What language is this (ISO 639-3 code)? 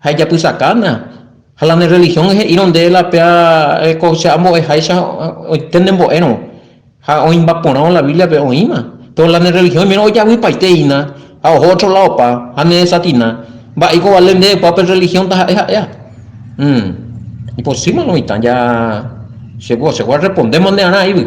grn